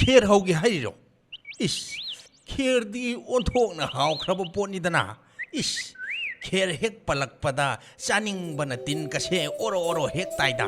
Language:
Manipuri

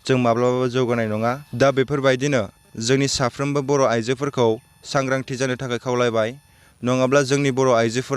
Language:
Bodo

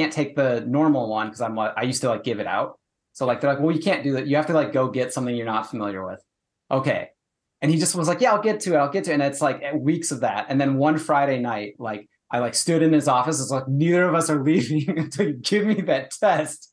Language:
English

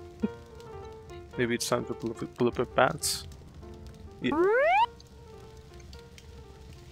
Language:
English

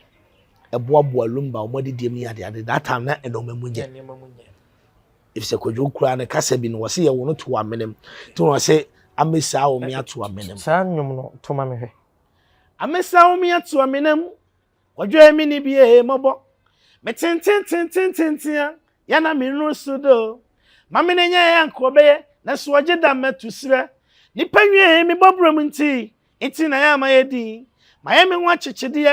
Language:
Akan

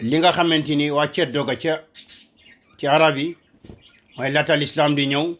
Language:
Wolof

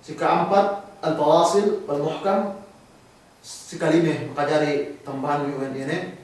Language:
Yakan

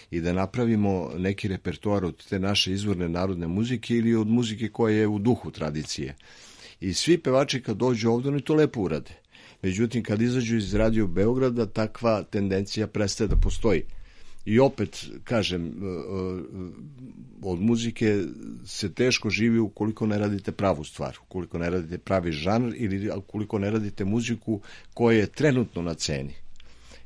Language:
Serbian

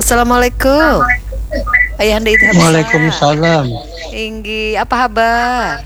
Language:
Banjar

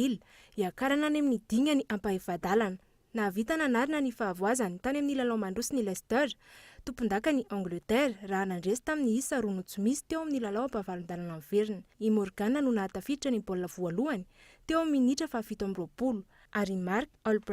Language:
Malagasy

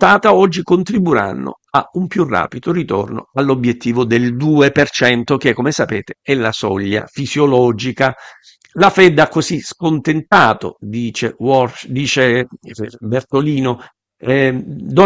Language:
Italian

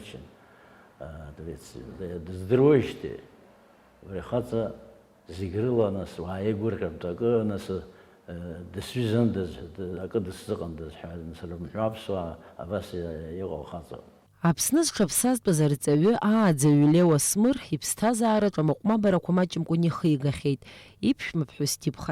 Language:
Abkhazian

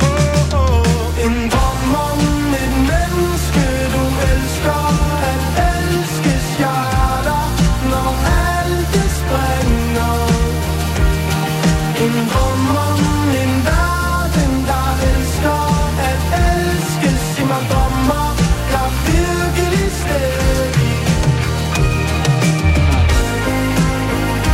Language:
Danish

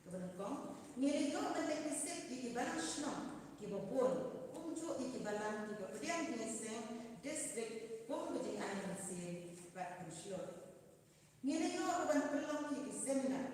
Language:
Khasi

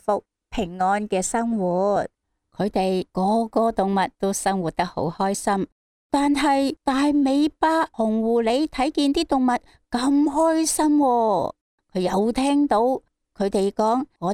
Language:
Cantonese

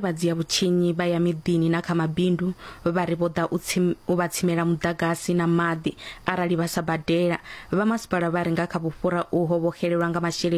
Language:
Venda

